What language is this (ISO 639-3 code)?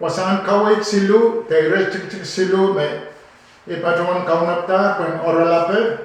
pon